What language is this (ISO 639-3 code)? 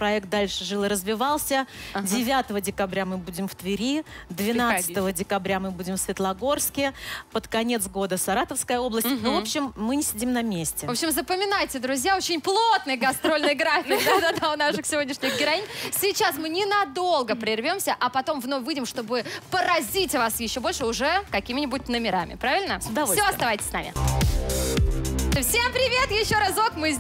rus